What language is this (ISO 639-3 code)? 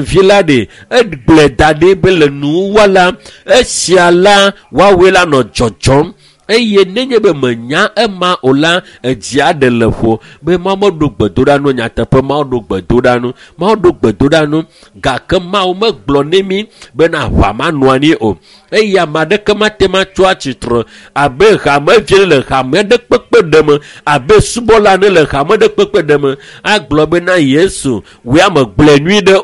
ewe